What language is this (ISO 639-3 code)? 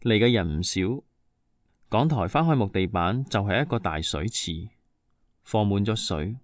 yue